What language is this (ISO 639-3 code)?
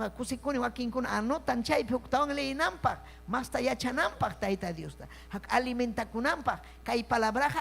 quy